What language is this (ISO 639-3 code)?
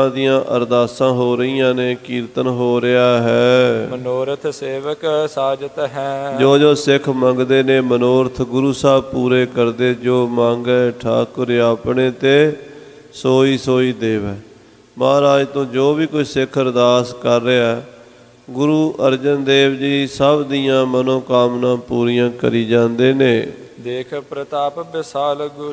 pan